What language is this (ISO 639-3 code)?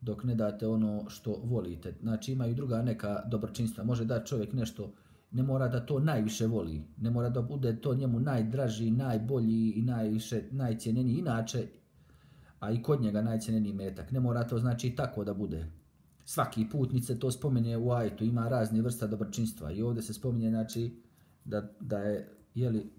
bos